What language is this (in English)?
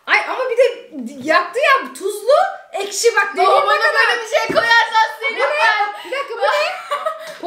Turkish